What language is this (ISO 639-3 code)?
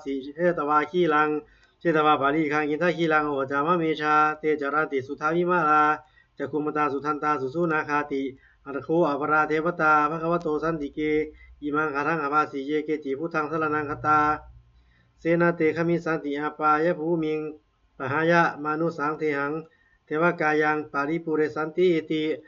pli